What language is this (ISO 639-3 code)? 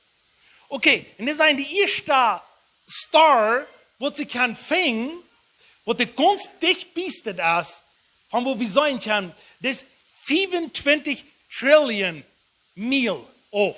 pdt